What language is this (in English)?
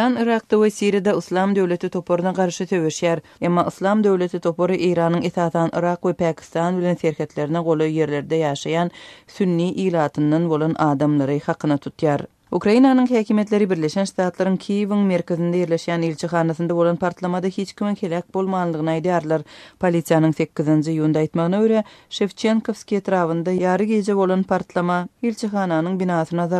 Turkmen